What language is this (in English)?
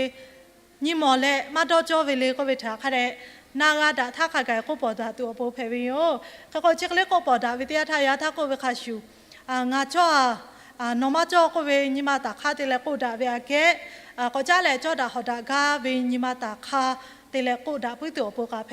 Lahu